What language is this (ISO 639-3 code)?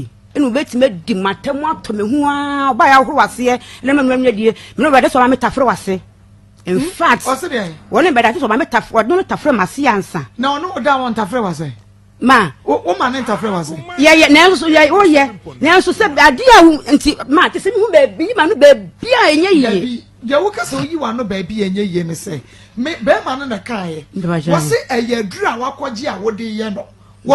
aka